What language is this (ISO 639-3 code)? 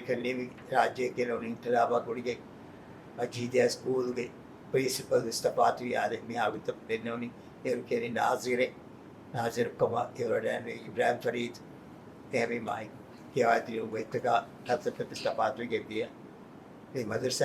div